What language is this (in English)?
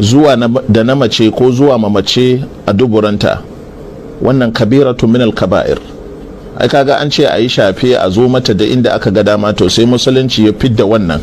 Hausa